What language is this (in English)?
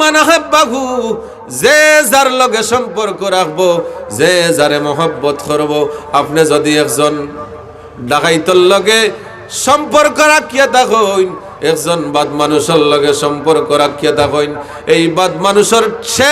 Sylheti